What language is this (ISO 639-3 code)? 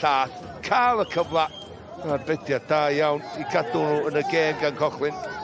cym